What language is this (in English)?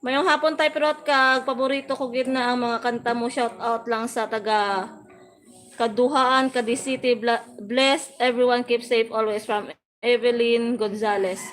Hiligaynon